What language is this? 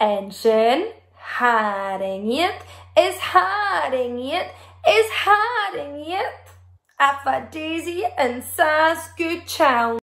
Scottish Gaelic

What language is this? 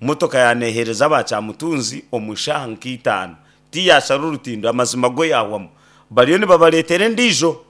Nyankole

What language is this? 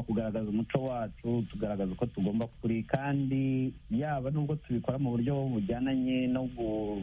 Kinyarwanda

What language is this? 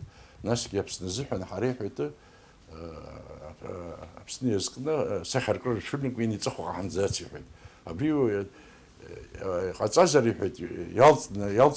Abkhazian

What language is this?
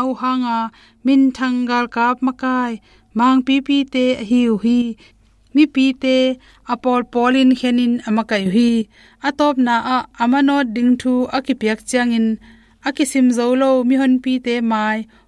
Tedim Chin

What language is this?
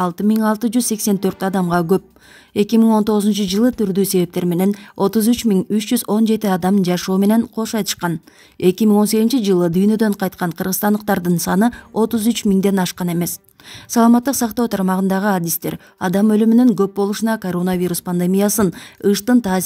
Kyrgyz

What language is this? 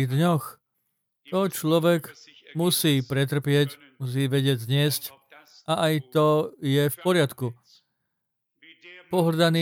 Slovak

